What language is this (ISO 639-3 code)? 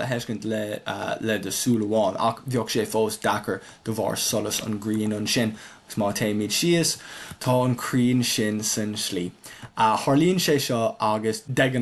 gle